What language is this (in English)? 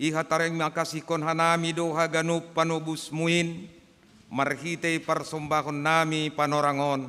Batak Simalungun